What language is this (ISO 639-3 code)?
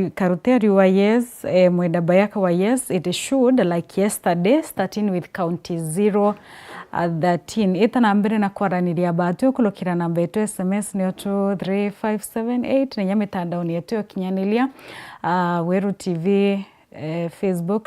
mer